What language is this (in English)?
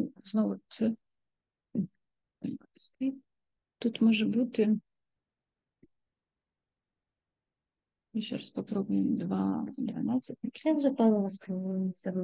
Ukrainian